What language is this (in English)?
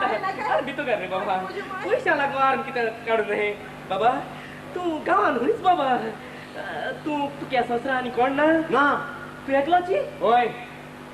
Konkani